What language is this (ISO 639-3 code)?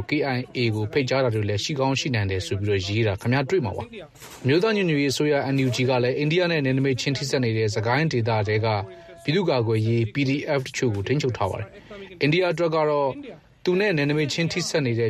mya